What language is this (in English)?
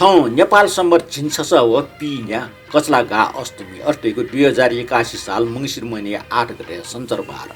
Newari